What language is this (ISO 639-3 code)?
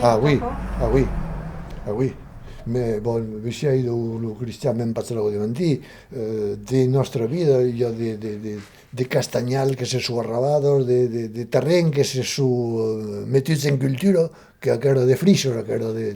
oci